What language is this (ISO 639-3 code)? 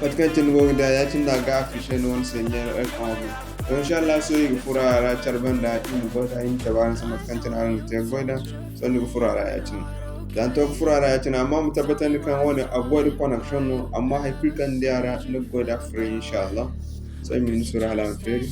dje